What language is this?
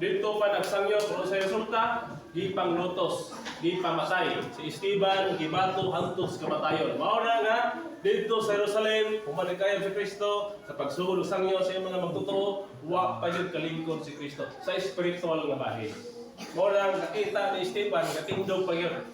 Cebuano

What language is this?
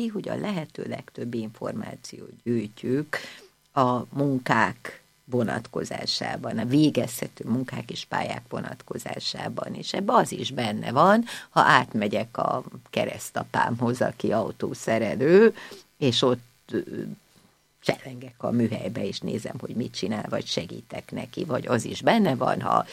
Hungarian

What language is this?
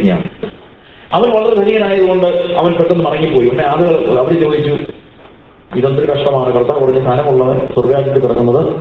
Malayalam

